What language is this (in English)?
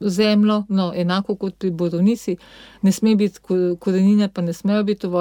Slovenian